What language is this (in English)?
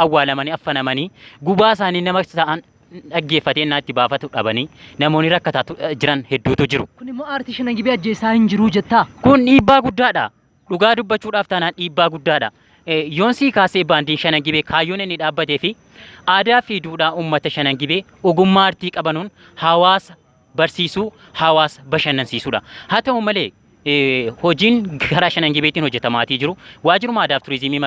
Oromo